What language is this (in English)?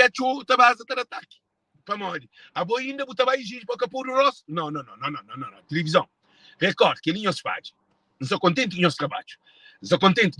Kabuverdianu